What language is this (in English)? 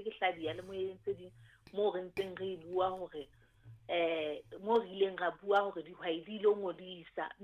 Southern Sotho